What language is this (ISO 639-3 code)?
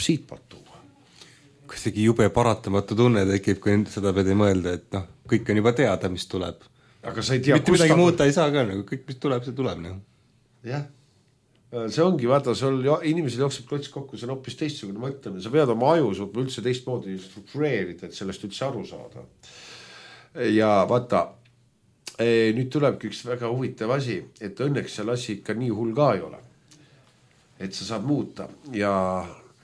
est